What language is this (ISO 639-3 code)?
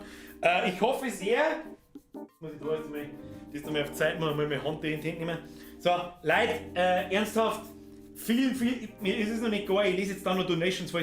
bar